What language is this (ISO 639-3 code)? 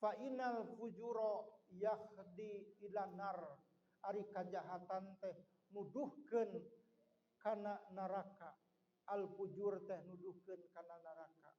sun